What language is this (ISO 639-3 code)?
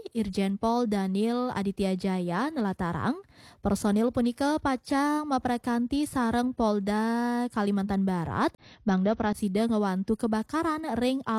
ban